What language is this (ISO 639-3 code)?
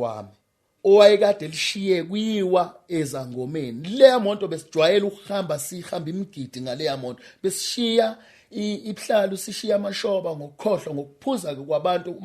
zul